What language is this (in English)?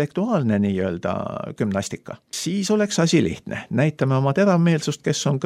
Estonian